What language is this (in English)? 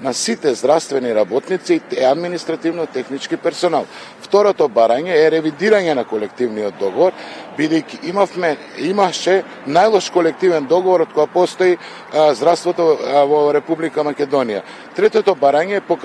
Macedonian